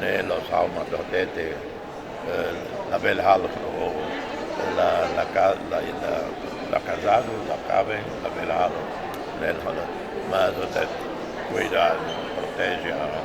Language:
Tetum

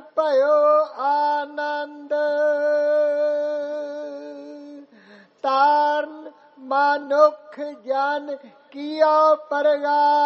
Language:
Punjabi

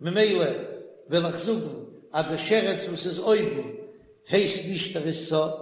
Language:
Yiddish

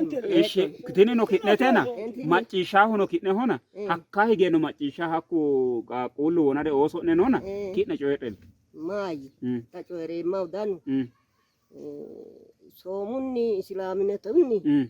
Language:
Sidamo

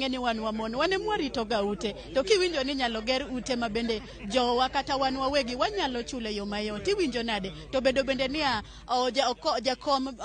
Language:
Luo (Kenya and Tanzania)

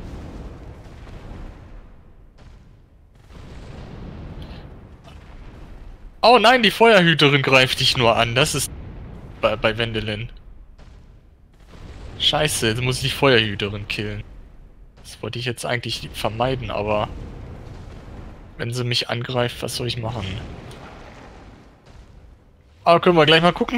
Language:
German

